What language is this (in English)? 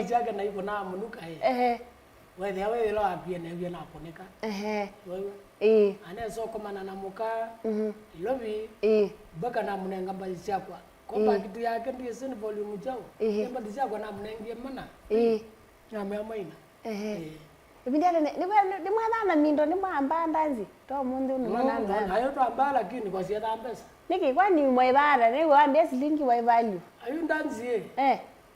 Kamba